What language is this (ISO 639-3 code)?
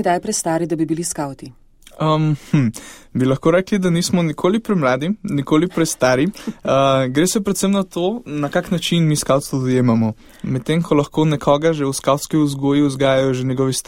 slv